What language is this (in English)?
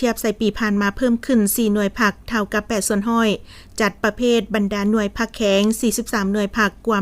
Lao